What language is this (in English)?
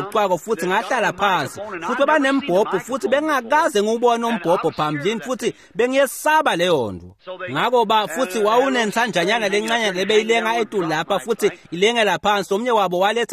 Swati